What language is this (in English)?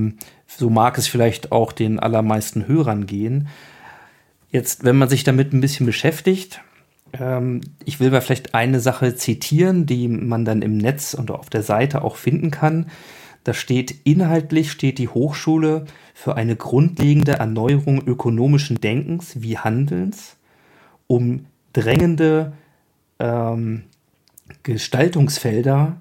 German